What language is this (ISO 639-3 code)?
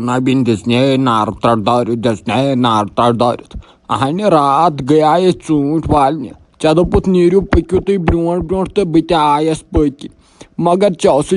kas